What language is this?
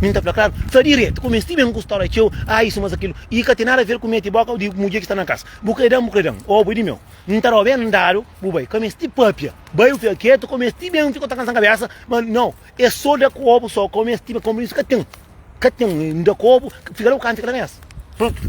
Kabuverdianu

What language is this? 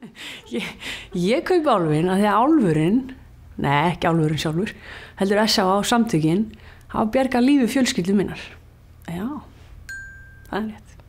Icelandic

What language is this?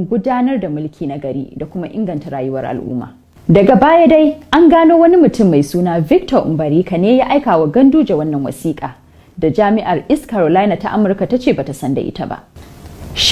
Hausa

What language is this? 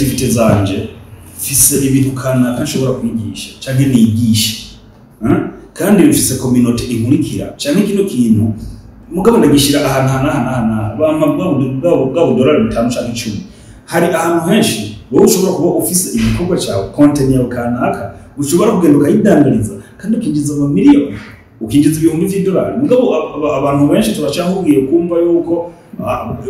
Rundi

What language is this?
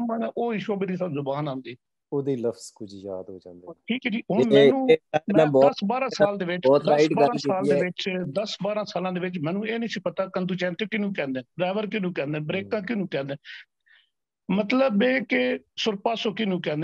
Punjabi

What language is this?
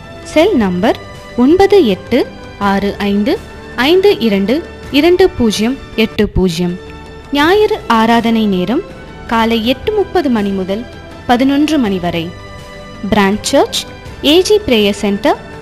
Tamil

